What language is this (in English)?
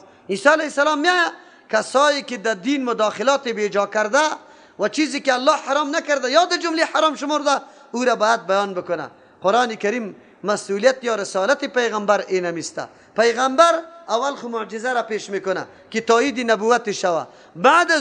Persian